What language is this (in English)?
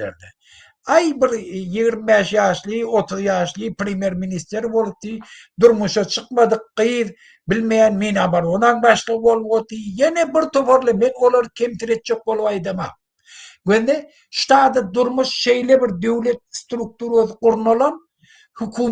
Turkmen